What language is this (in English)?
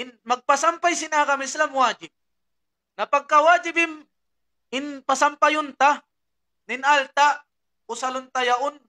Tausug